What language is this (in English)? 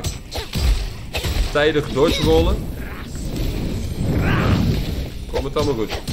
Dutch